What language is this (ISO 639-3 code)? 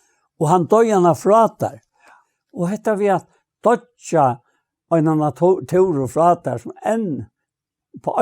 fao